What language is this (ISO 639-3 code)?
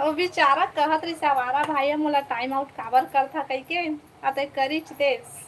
hne